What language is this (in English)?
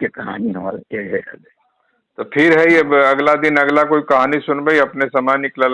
Magahi